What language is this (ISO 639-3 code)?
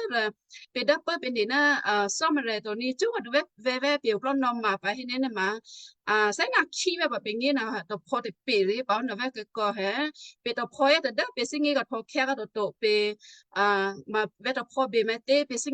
kyu